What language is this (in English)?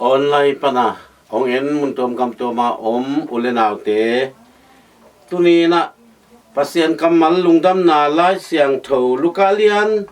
Tedim Chin